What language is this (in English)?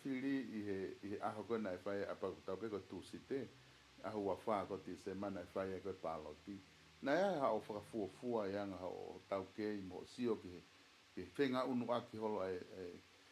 Tongan